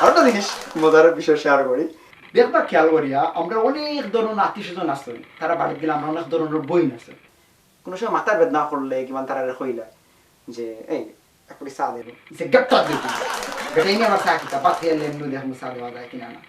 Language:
Sylheti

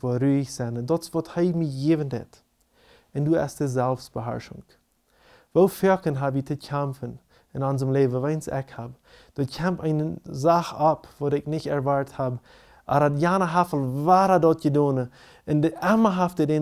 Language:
Plautdietsch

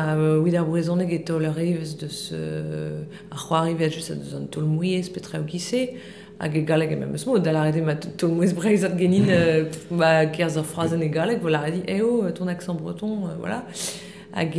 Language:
Breton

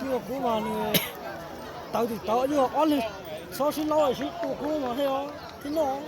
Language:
Hmong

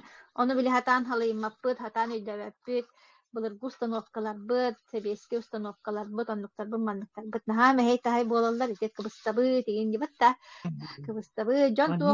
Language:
Yakut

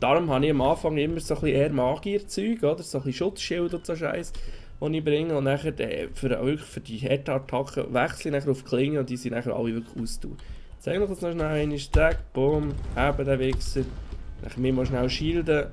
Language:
Swiss German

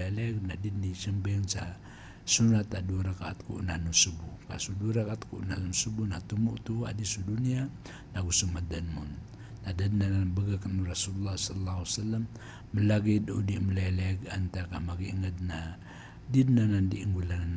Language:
Maranao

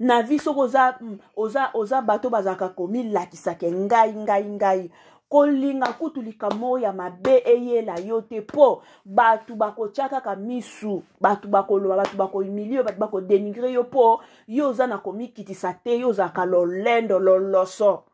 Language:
Lingala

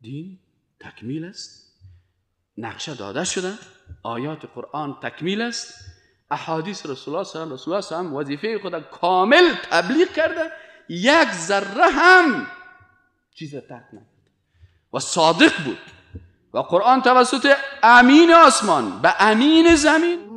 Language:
Persian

